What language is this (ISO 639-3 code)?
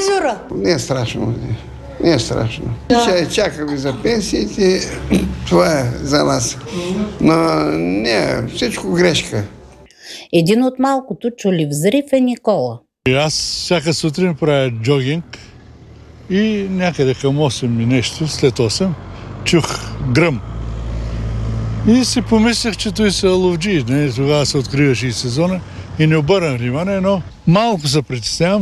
bul